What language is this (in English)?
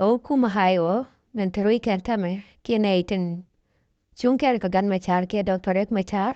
Nuer